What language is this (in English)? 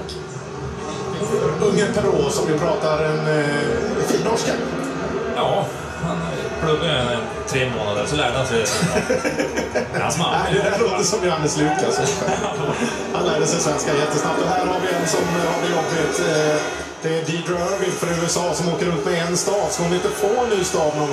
Swedish